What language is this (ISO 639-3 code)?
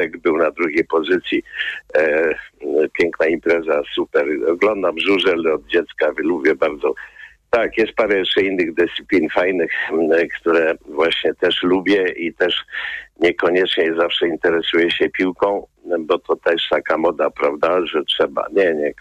pol